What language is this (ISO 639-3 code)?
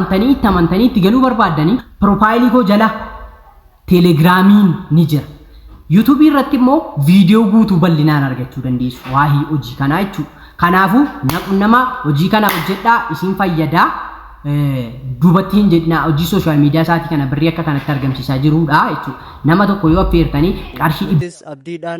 orm